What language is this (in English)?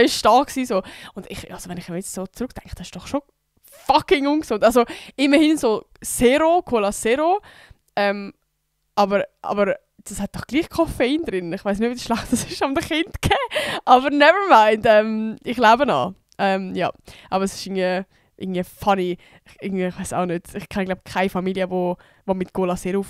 Swiss German